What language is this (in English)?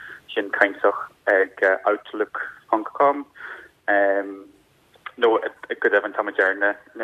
Irish